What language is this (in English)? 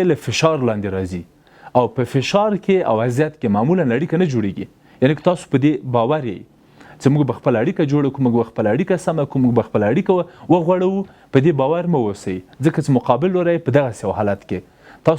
Pashto